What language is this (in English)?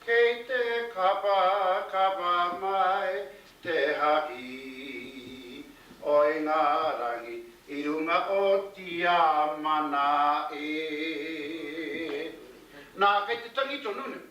Māori